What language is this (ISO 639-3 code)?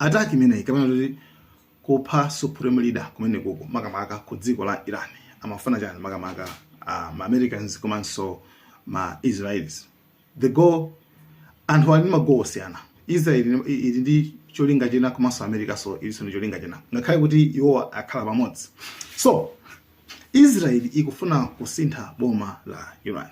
nya